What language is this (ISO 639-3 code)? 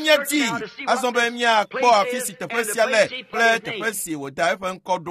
ewe